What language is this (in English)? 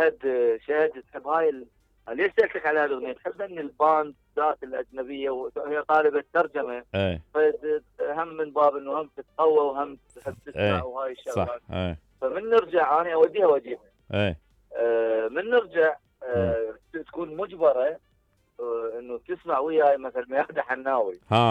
Mesopotamian Arabic